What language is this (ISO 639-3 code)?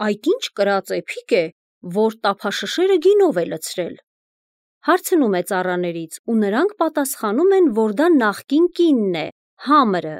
hye